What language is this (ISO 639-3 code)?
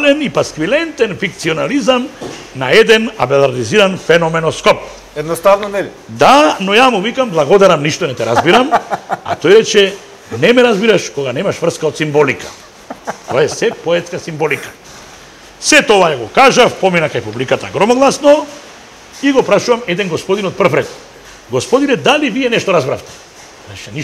mkd